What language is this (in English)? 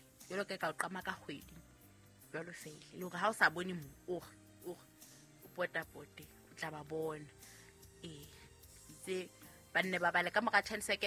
Southern Sotho